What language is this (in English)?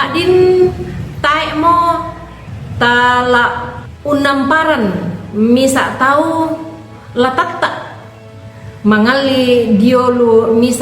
Toraja-Sa'dan